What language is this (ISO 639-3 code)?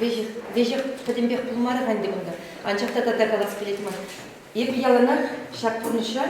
chv